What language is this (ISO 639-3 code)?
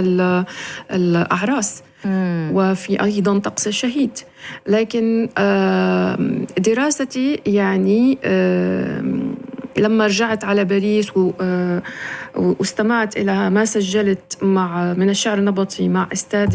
ara